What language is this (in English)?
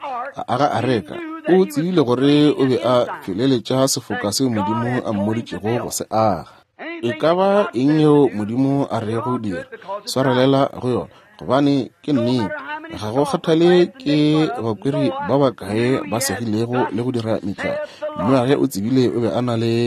Northern Sotho